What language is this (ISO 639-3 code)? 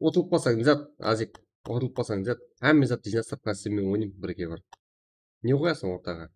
kaa